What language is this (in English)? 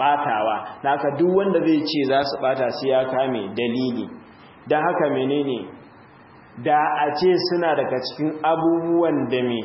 Hausa